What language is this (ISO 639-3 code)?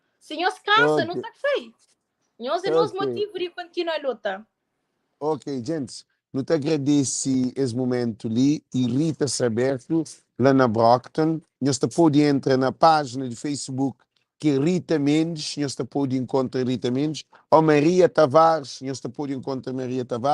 kea